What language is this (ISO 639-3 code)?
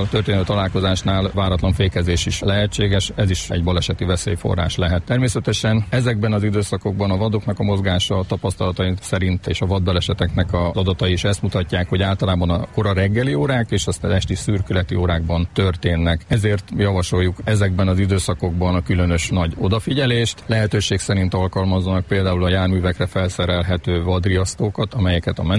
hun